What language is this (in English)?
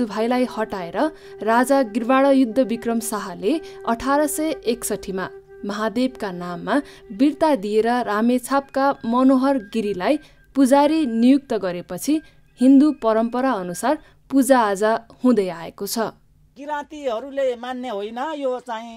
Nepali